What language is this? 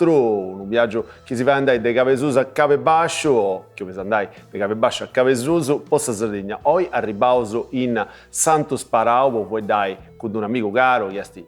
Sardinian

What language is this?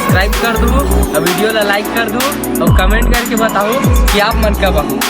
Chhattisgarhi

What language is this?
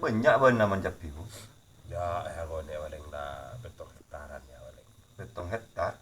Madurese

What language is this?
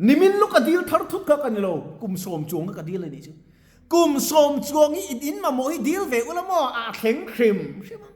Mizo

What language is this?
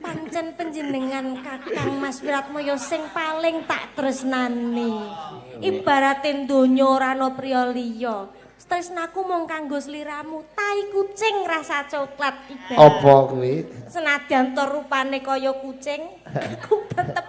Javanese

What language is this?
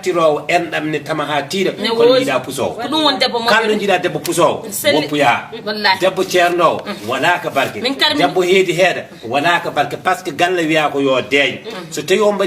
Fula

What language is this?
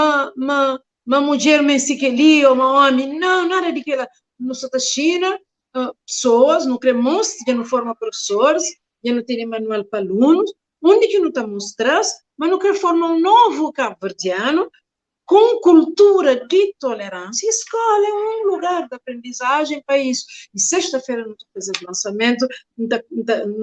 Kabuverdianu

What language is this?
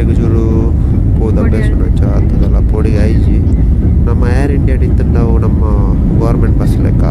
Tulu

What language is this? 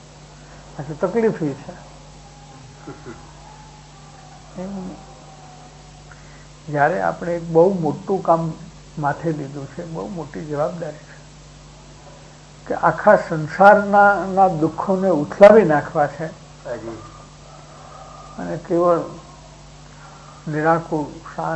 Gujarati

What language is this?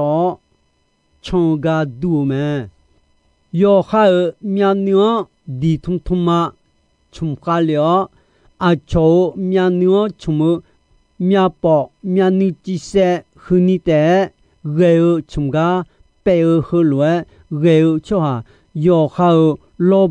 Akha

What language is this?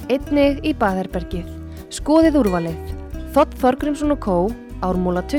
Icelandic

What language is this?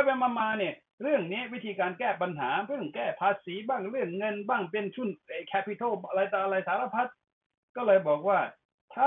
Thai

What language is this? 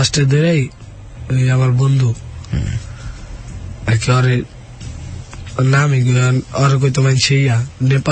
Bangla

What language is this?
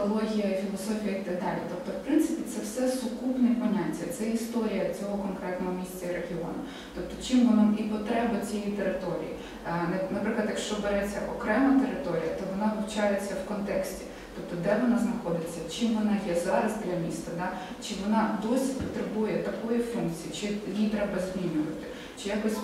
Ukrainian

